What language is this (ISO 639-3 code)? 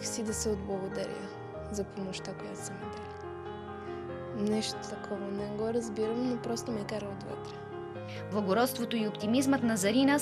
bul